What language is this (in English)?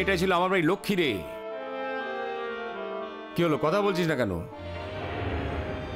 Bangla